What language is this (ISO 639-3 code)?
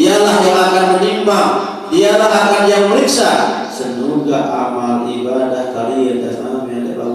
sas